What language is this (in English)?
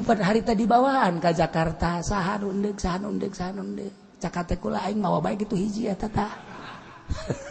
Sundanese